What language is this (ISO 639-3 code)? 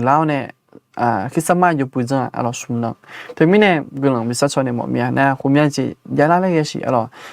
ahk